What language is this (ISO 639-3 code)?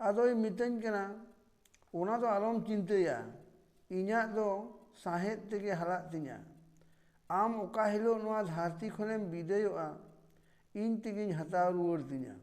sat